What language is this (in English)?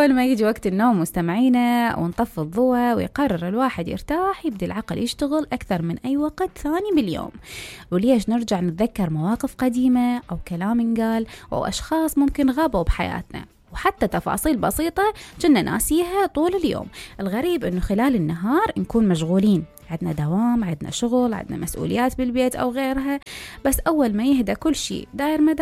Mesopotamian Arabic